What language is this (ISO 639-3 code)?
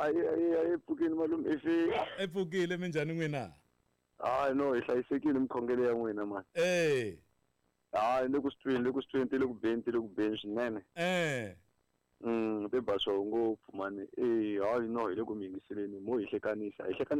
tso